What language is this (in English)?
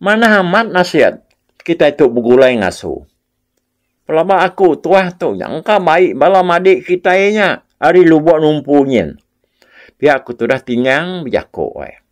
Iban